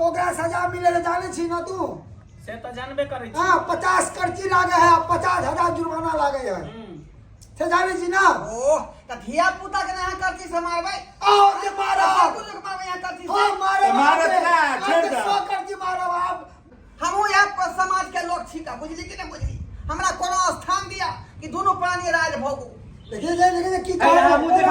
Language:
Maithili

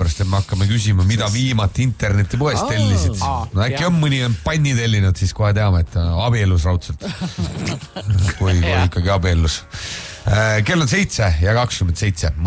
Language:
Estonian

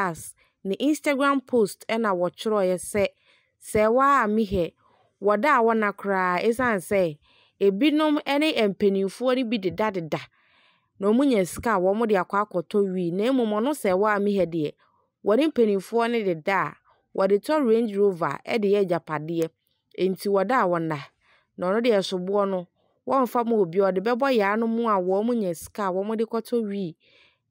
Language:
Akan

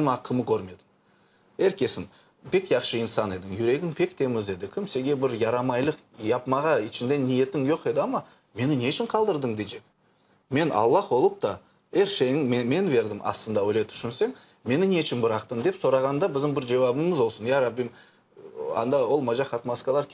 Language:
Crimean Tatar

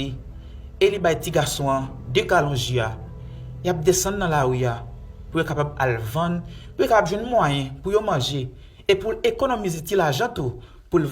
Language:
Haitian Creole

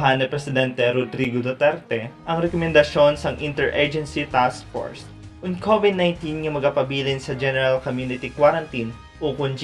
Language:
Hiligaynon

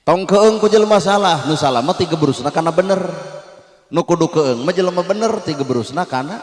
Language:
Sundanese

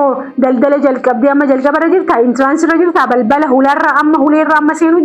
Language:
Oromo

